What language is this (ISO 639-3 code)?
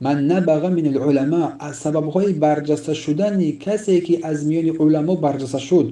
tgk